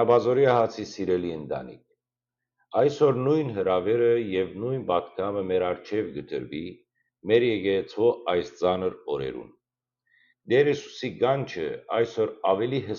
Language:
Western Armenian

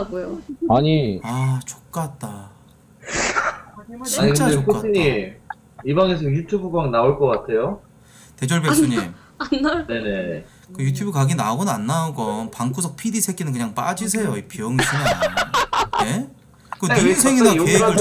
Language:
Korean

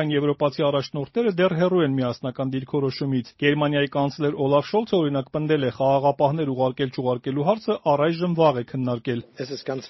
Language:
Armenian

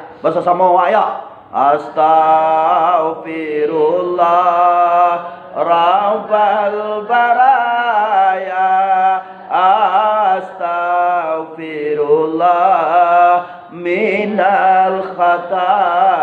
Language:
Minangkabau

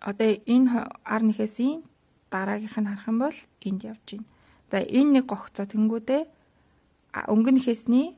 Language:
Mongolian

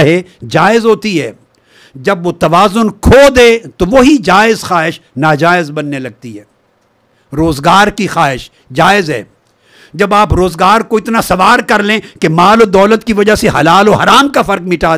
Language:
Urdu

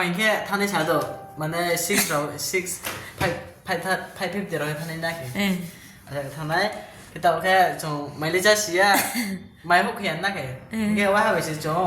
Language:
Riang (India)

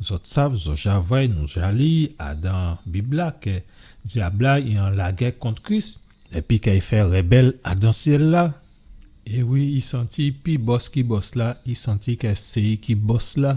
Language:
Guadeloupean Creole French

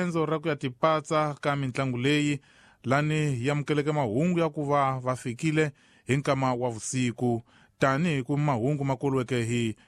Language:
Tsonga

